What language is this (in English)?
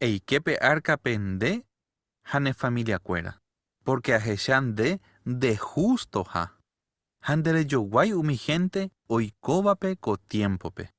Guarani